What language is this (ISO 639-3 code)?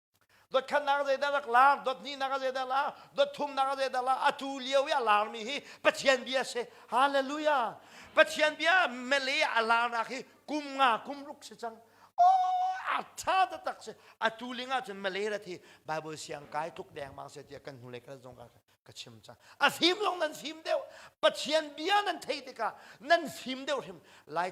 cnh